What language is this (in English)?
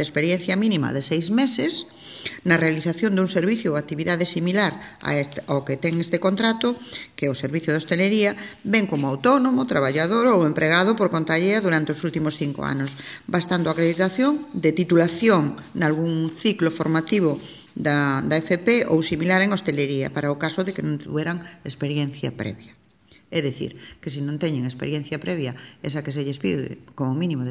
Galician